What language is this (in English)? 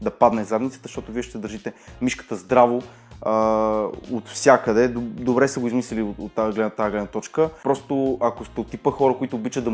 Bulgarian